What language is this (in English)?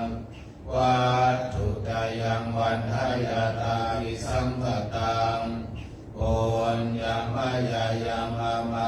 Pali